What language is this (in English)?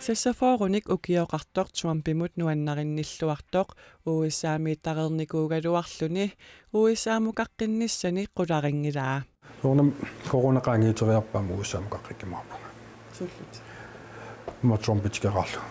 Kalaallisut